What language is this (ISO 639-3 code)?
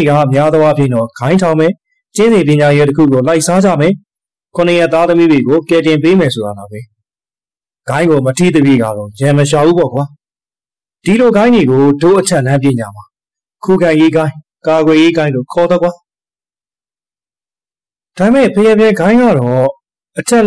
mya